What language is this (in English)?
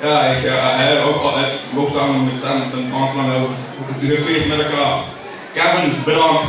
Limburgish